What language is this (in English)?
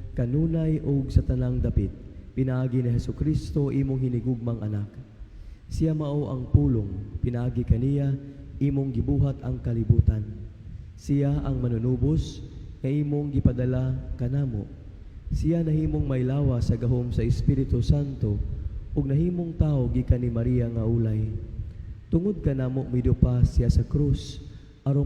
Cebuano